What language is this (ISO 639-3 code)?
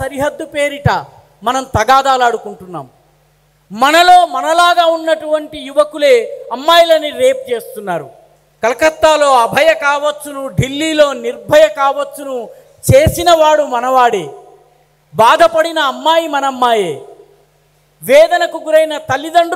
tel